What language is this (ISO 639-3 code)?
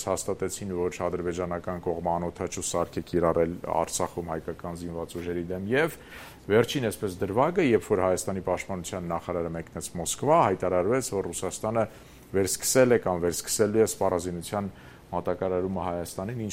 hye